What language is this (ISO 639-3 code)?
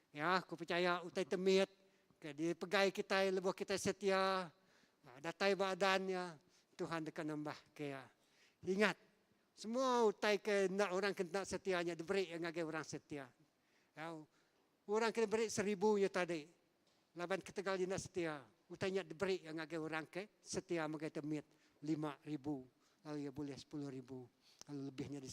iba